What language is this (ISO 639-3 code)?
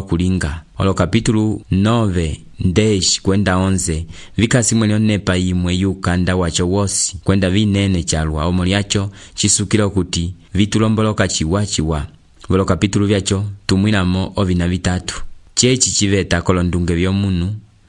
umb